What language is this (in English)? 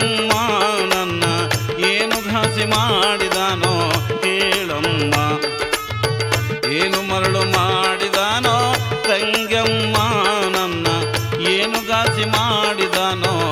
Kannada